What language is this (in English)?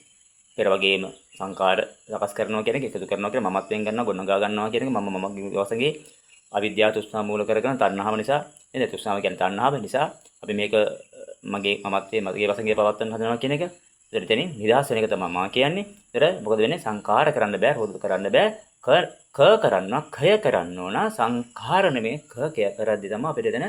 Sinhala